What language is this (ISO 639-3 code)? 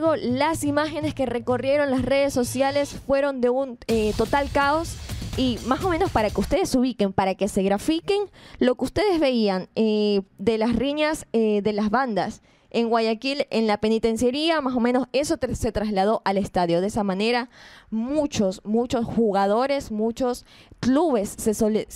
spa